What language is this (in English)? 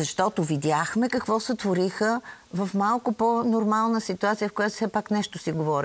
Bulgarian